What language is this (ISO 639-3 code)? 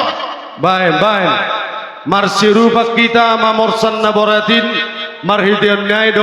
bts